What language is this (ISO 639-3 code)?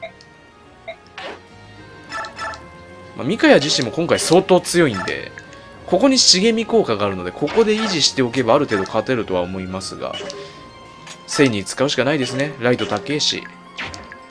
jpn